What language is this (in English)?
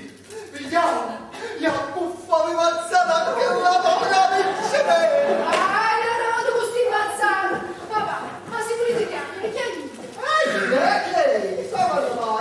Neapolitan